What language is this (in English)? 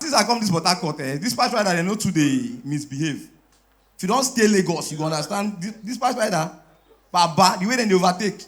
Nigerian Pidgin